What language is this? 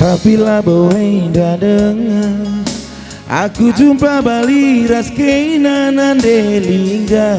Batak Karo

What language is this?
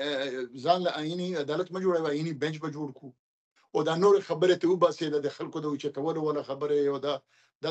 Pashto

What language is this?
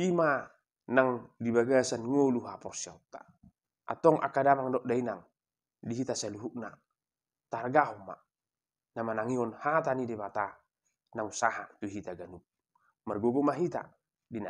Batak Toba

